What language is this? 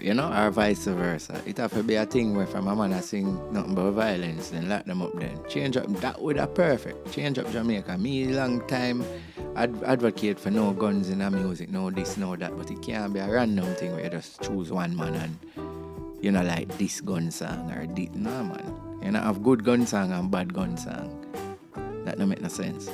Jamaican Creole English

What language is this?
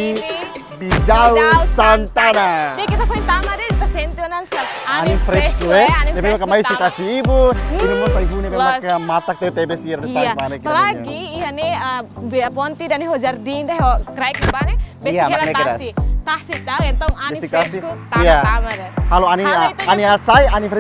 Tetum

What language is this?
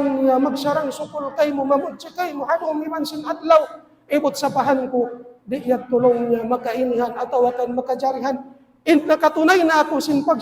Tausug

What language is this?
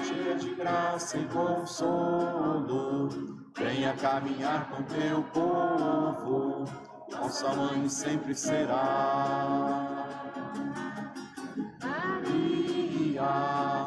Portuguese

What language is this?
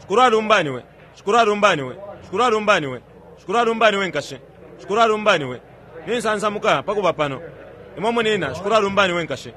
Bemba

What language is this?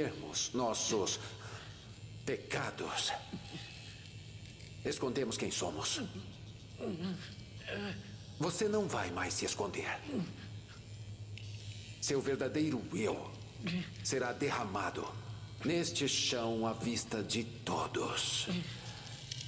Portuguese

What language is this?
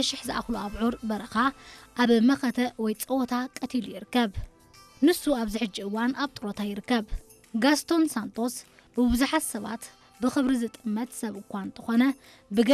Tigrinya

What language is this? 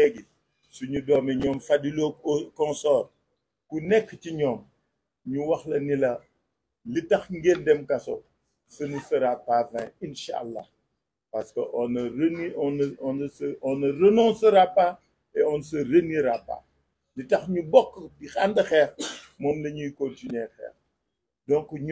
Wolof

